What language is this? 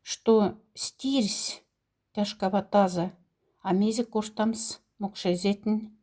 Moksha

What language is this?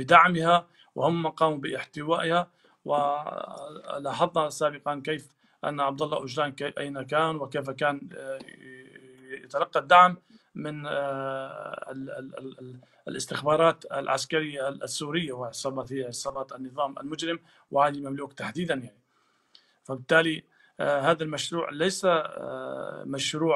Arabic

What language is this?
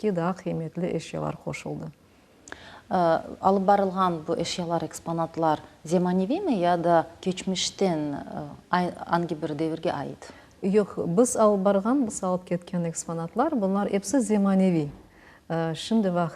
Crimean Tatar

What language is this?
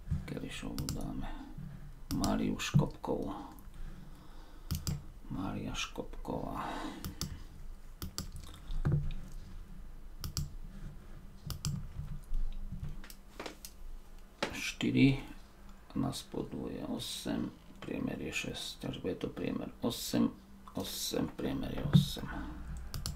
Slovak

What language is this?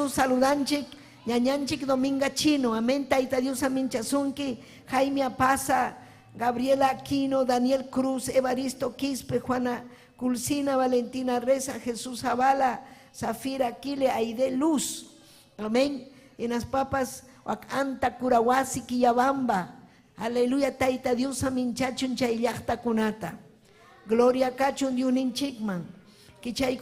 Ayacucho Quechua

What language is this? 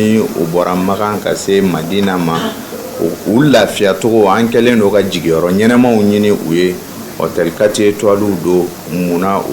Bambara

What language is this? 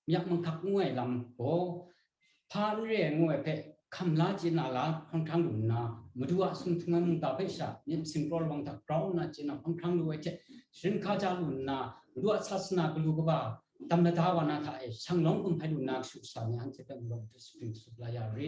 Kachin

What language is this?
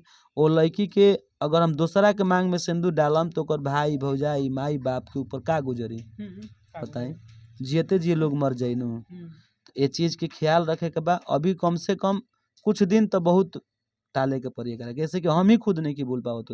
Bhojpuri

